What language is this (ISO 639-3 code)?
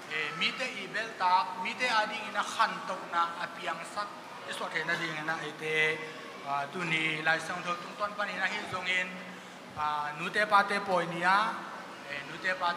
ctd